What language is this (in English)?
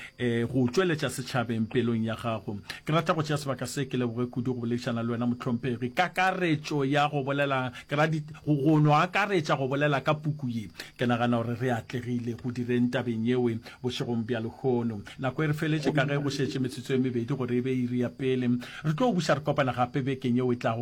Northern Sotho